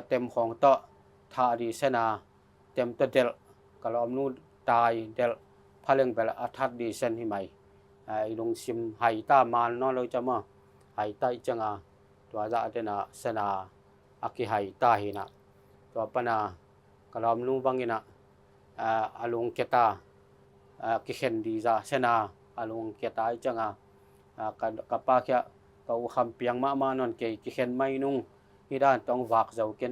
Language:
Tedim Chin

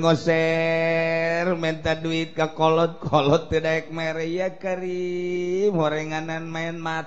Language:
Sundanese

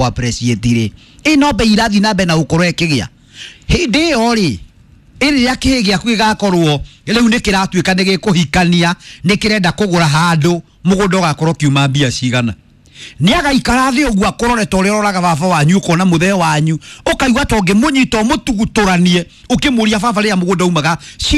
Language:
Kikuyu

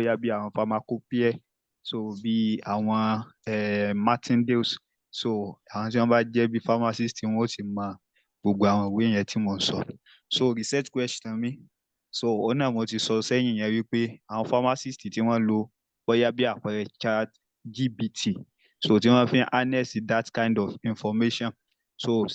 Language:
Yoruba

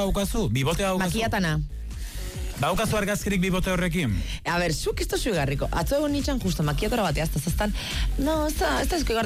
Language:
Basque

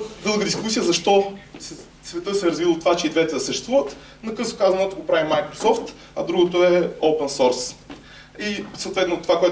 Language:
Bulgarian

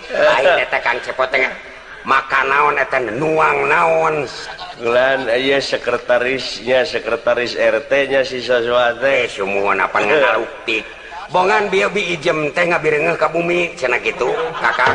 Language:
Sundanese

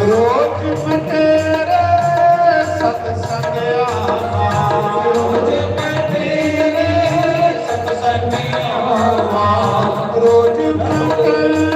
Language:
Dogri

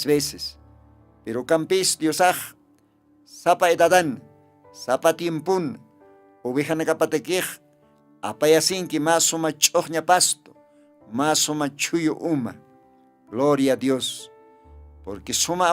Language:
Aymara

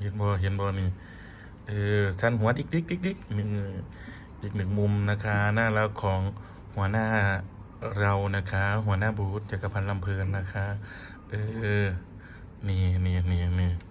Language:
Northeastern Thai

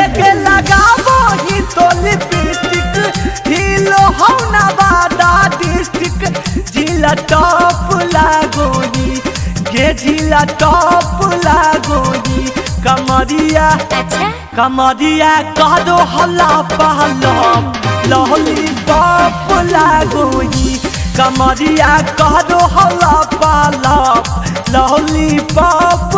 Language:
Magahi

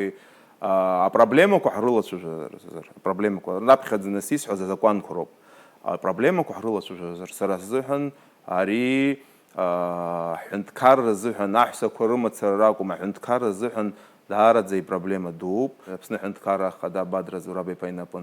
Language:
Abkhazian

